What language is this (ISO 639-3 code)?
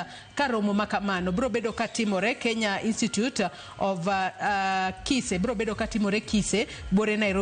luo